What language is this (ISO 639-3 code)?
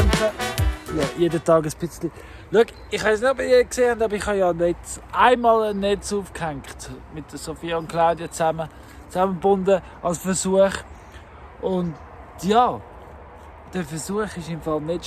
gsw